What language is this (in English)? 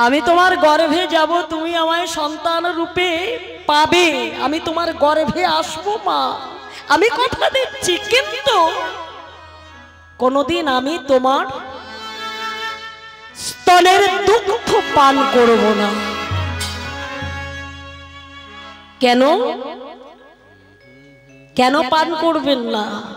Bangla